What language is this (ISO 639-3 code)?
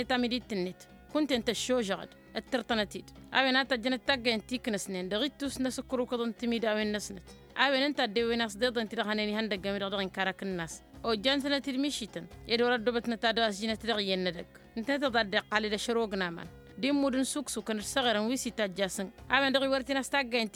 taq